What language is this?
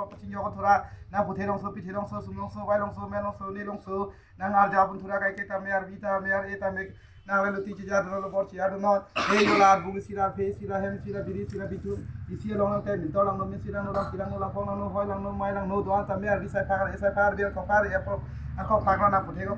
Karbi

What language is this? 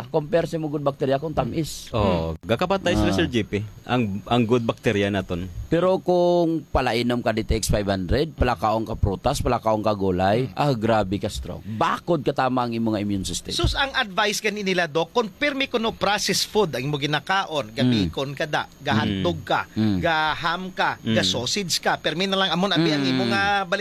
Hiligaynon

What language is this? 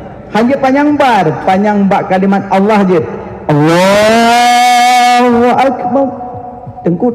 Achinese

